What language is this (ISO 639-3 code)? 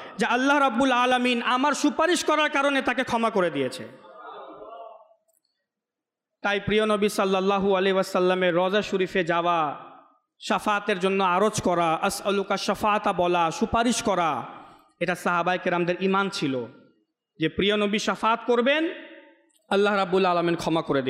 ben